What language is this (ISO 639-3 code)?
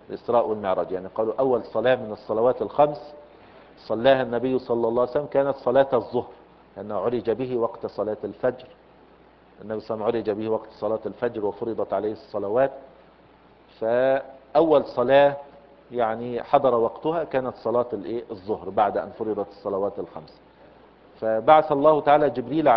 ara